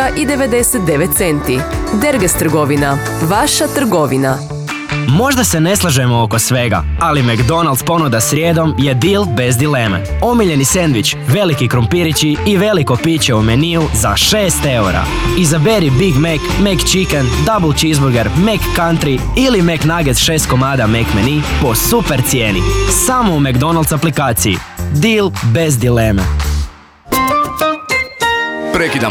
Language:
Croatian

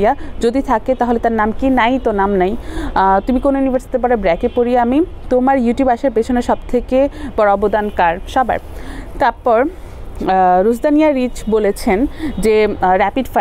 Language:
Bangla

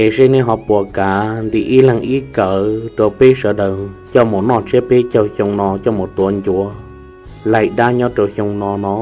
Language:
Hmong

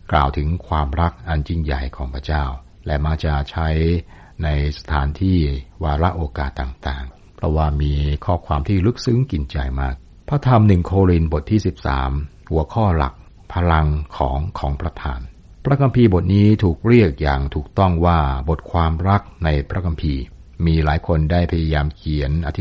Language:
Thai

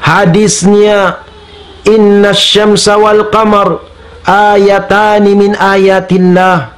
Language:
Tausug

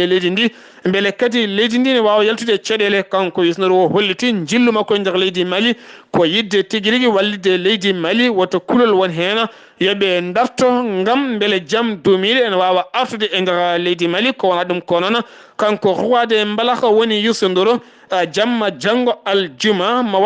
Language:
Fula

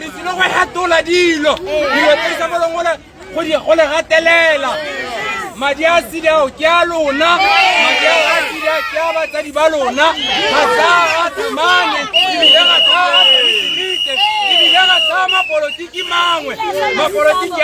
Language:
Tswana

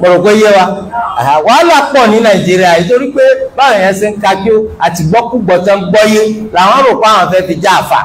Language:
Yoruba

